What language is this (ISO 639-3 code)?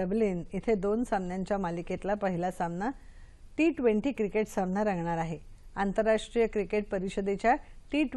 mar